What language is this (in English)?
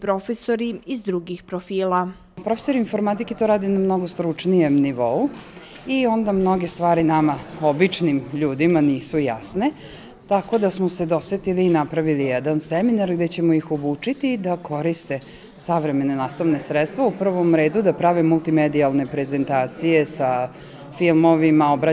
Serbian